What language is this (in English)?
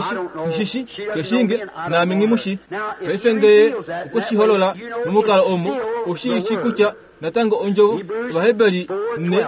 Kuanyama